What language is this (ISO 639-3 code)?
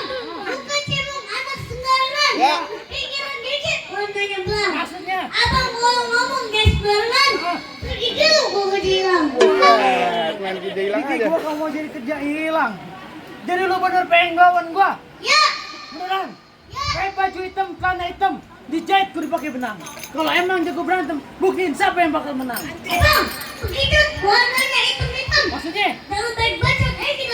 bew